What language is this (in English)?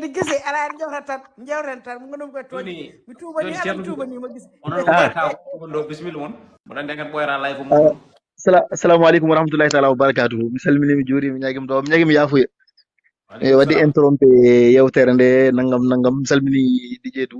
Fula